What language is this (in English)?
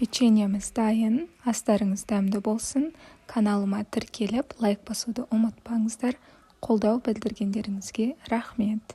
Kazakh